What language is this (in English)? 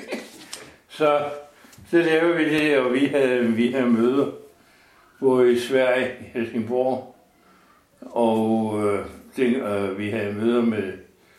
Danish